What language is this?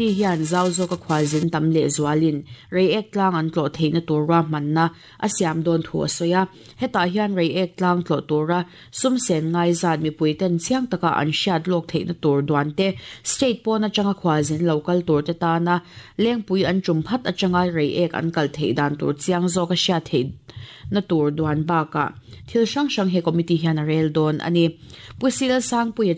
Mizo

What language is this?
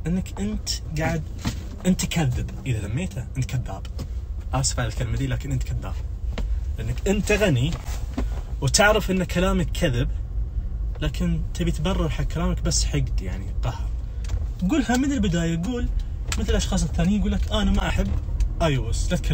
Najdi Arabic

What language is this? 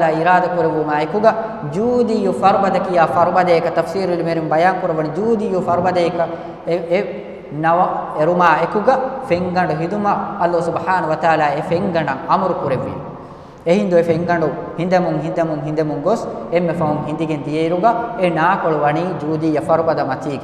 Divehi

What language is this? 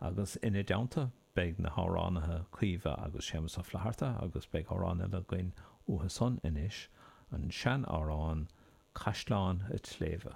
Irish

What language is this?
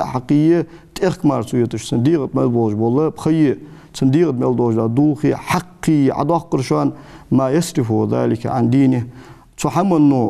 Ingush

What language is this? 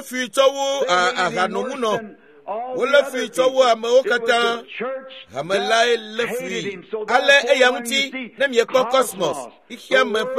Ewe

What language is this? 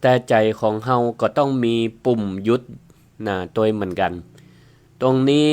Northern Thai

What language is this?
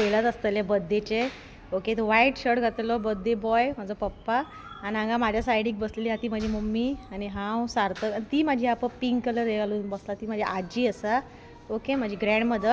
Konkani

